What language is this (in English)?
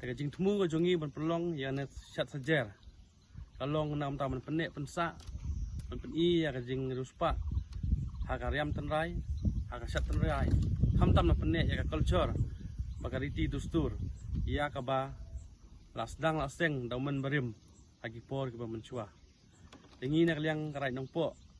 Khasi